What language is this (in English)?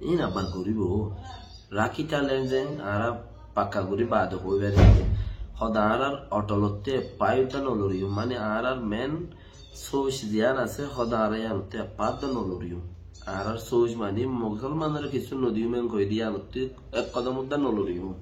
Rohingya